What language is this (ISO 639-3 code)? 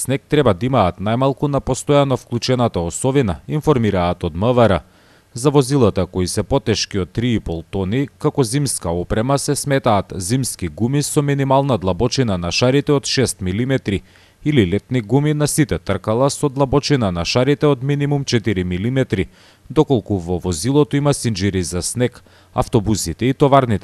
mkd